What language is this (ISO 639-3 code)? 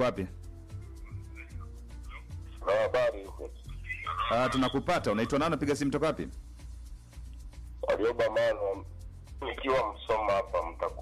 swa